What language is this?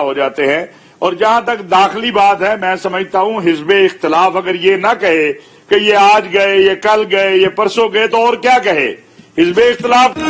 Urdu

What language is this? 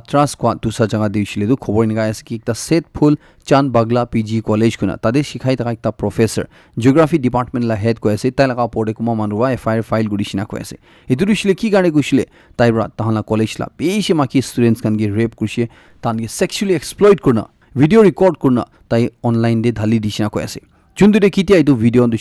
Naga Pidgin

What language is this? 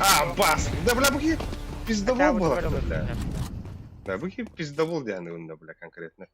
Yakut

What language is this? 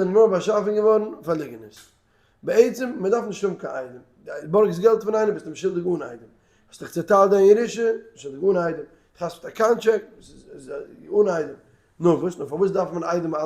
Yiddish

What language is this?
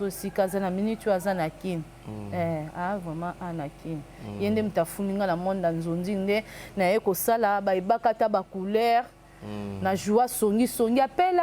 Lingala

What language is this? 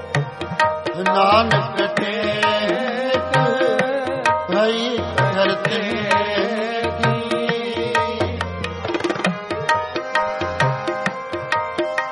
Punjabi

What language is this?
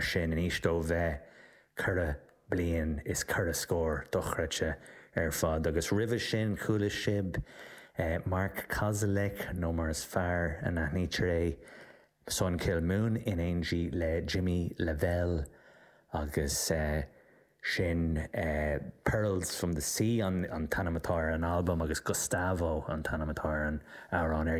Irish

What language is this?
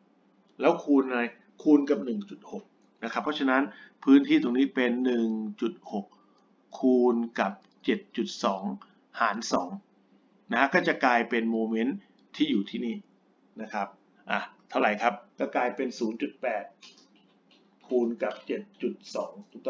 Thai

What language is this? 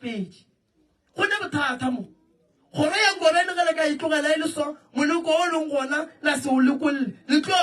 Northern Sotho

